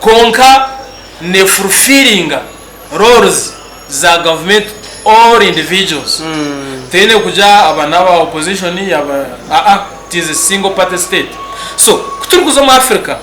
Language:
Nyankole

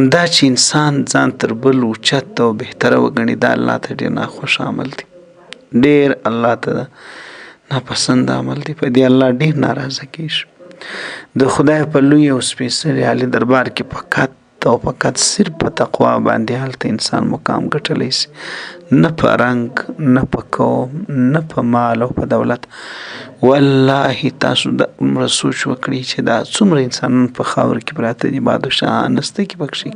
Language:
Pashto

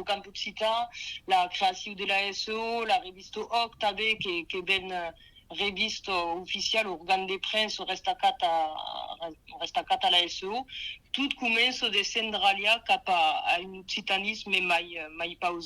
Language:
Occitan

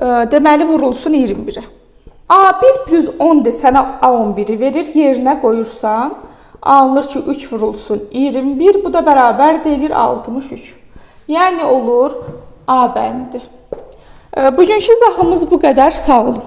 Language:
Azerbaijani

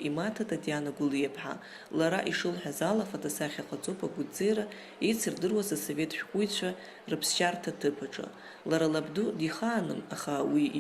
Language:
Abkhazian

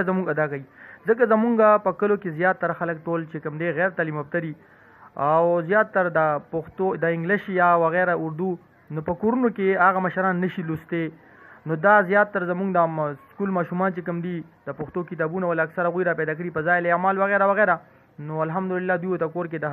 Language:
Pashto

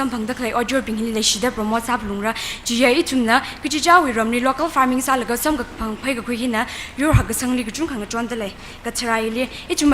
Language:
Tangkhul Naga (India)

